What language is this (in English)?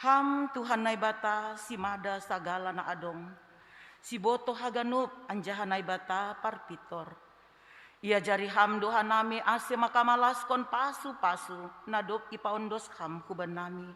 Batak Simalungun